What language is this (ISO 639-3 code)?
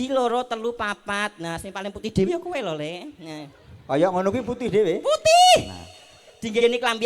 jav